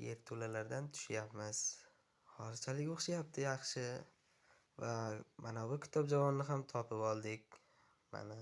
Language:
Uzbek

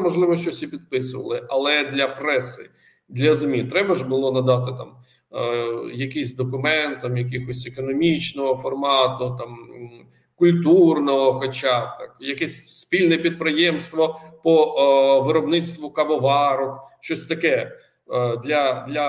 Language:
Ukrainian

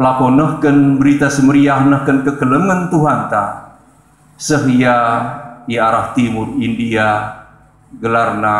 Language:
Batak Karo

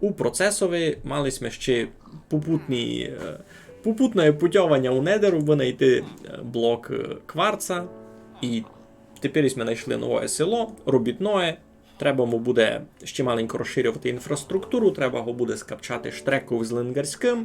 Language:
Rusyn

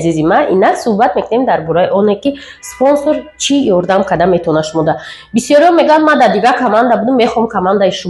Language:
Tajik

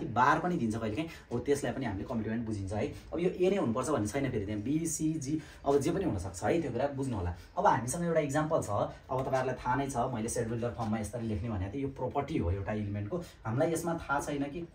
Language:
Nepali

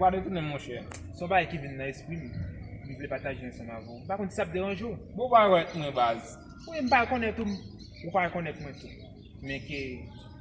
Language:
Haitian Creole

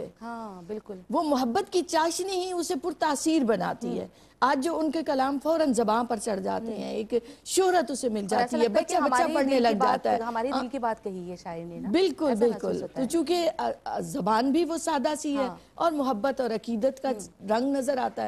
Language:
Urdu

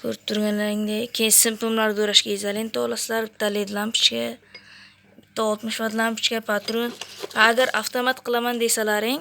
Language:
Uzbek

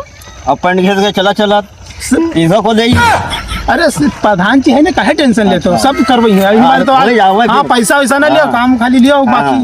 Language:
Awadhi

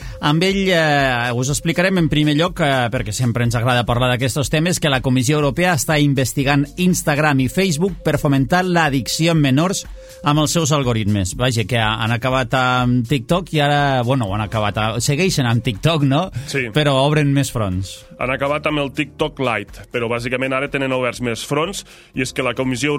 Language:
Catalan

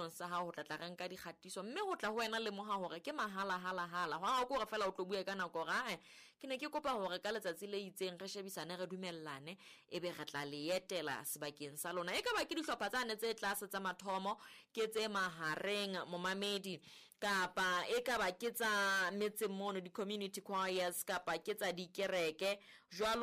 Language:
Southern Sotho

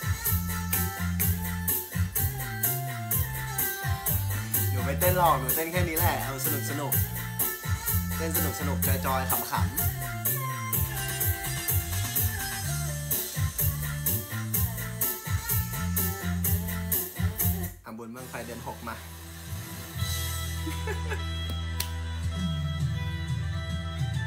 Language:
Thai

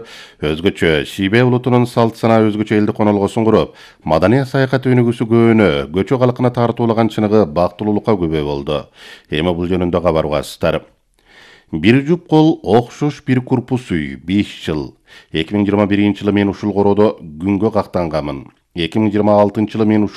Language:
Kyrgyz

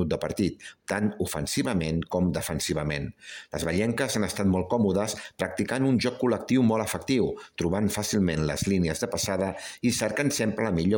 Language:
Catalan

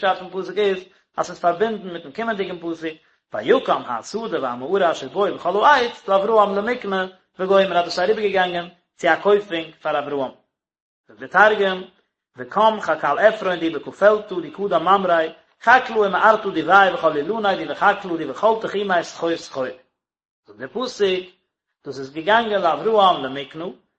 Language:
Yiddish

